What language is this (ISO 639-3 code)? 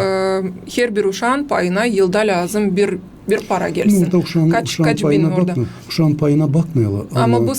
gag